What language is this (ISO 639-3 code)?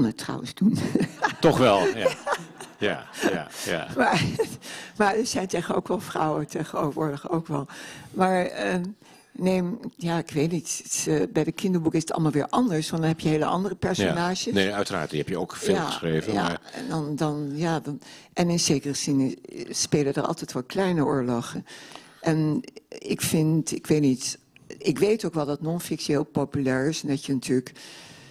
nld